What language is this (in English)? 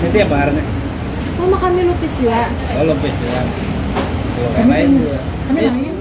Banjar